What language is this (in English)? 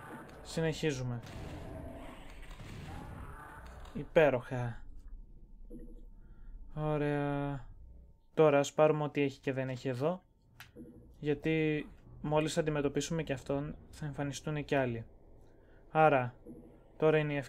Greek